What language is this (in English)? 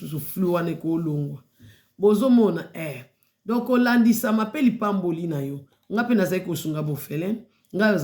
Lingala